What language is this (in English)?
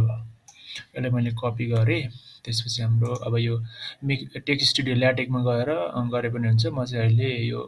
Nepali